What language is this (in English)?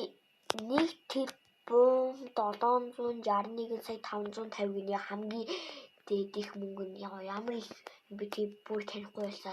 Mongolian